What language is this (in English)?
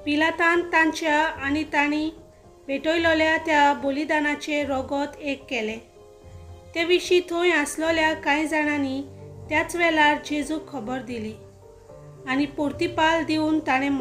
Konkani